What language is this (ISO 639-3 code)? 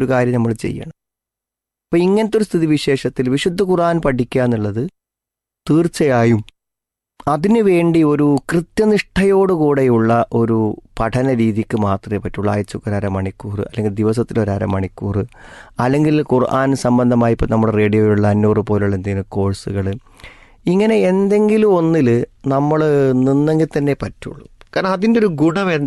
mal